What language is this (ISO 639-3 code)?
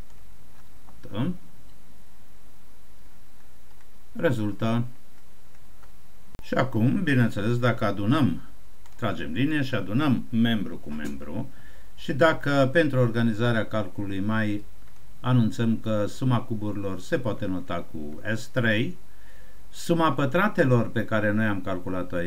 ron